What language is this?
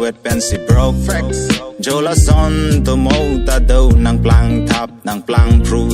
Karbi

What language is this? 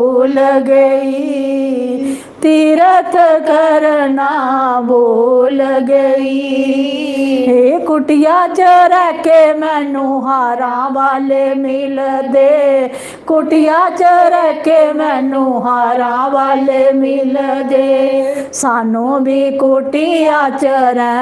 Dogri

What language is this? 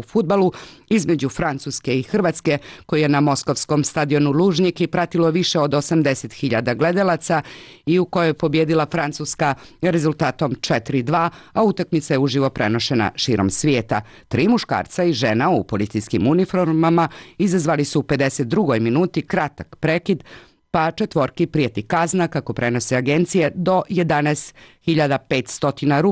Bosnian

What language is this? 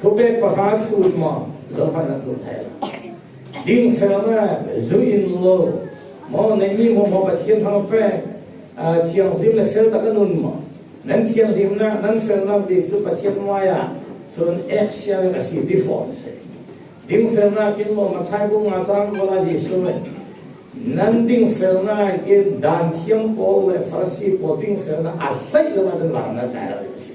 Falam Chin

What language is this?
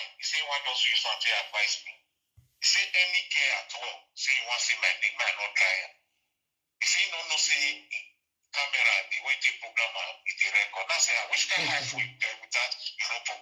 Nigerian Pidgin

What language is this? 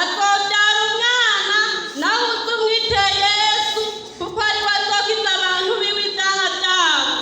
Rundi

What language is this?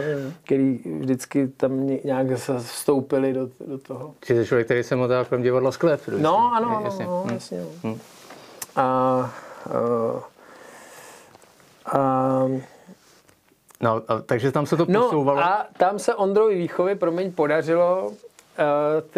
Czech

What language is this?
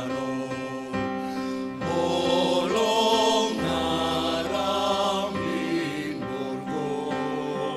Batak Simalungun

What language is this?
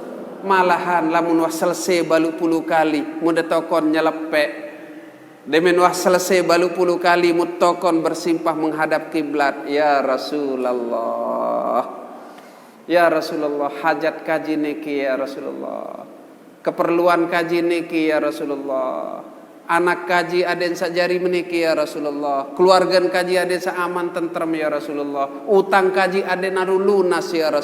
Sasak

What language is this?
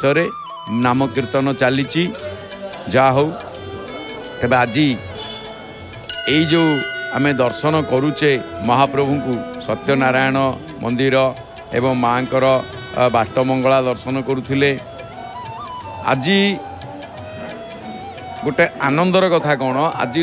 Odia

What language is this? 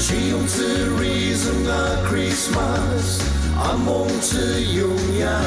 Ao Naga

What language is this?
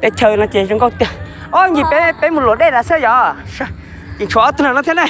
Hmong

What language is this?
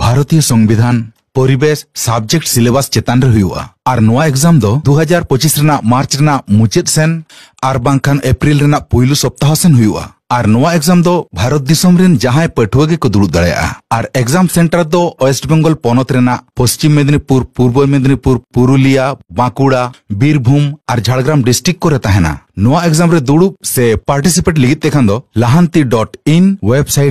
Santali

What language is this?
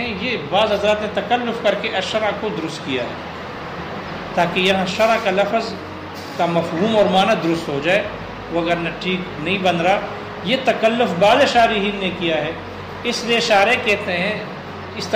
Urdu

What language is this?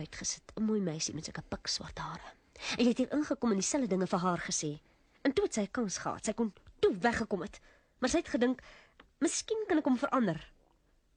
Afrikaans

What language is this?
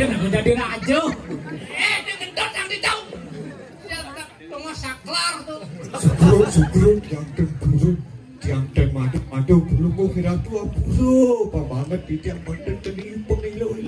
Balinese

